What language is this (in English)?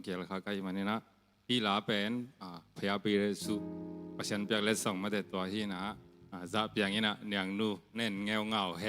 Tedim Chin